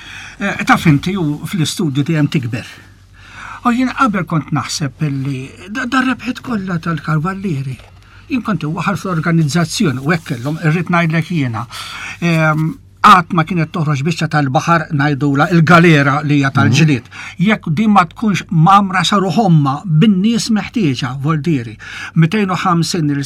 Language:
Maltese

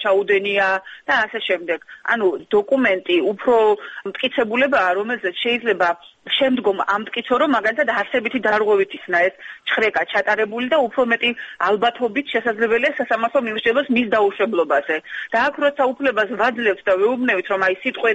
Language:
Georgian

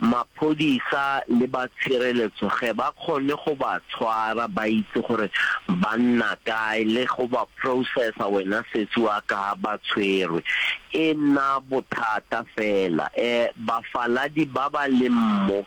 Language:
Northern Sotho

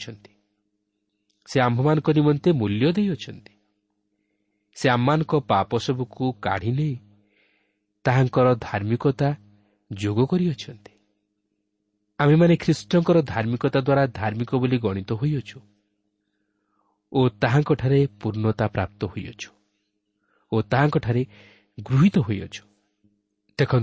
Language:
Odia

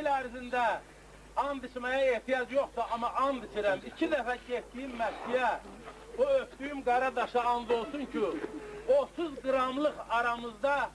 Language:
South Azerbaijani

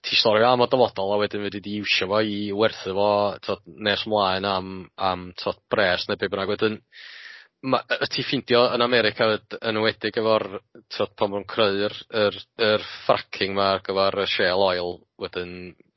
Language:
Welsh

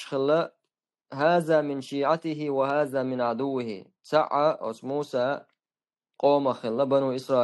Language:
Chechen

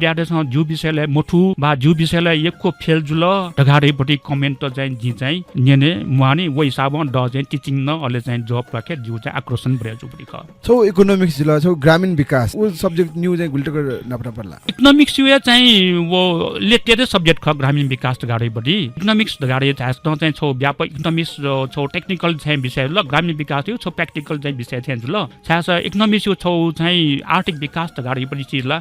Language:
Newari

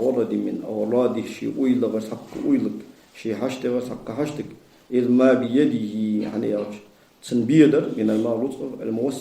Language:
Ingush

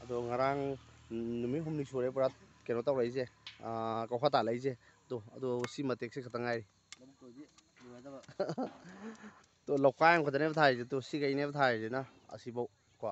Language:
Manipuri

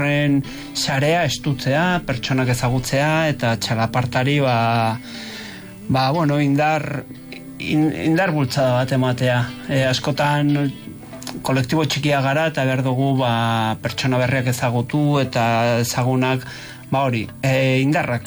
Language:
Basque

